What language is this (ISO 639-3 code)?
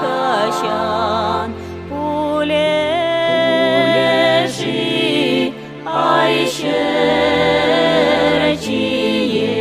chv